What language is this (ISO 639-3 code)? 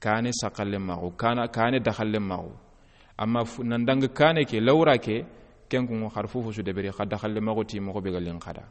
snk